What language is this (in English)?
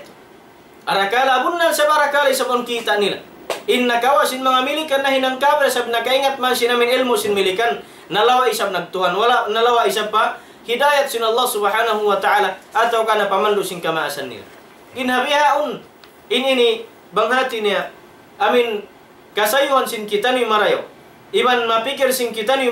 Tausug